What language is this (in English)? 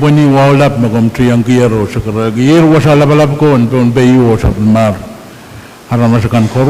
Pohnpeian